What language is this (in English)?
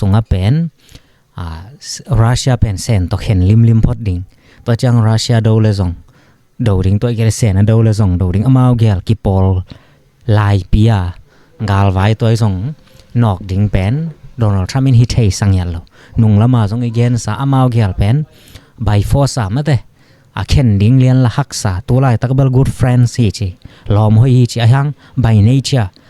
Tedim Chin